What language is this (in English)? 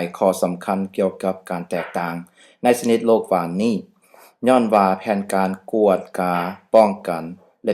Lao